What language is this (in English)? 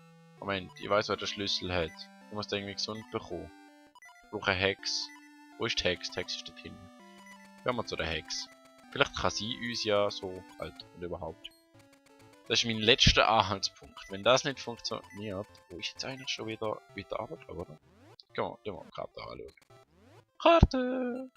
Swiss German